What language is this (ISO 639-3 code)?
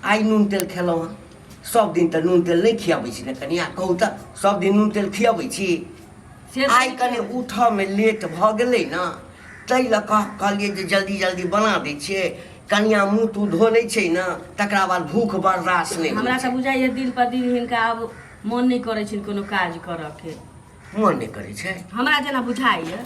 mai